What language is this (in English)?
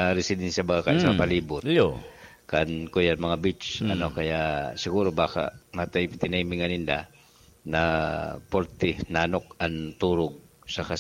Bikol